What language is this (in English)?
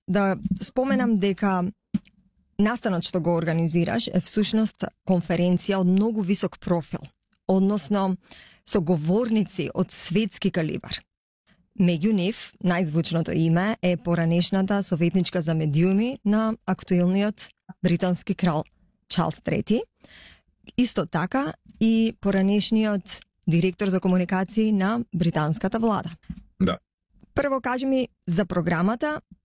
Macedonian